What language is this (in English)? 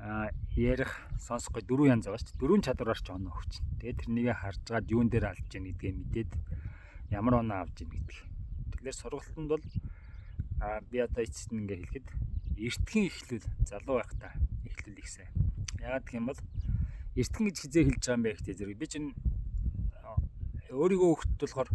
Mongolian